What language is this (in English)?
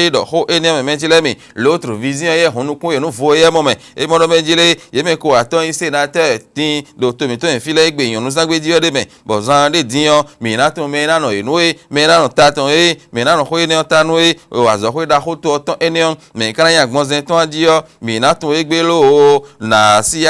Fon